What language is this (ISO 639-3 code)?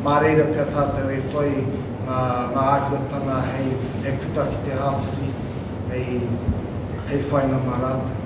mri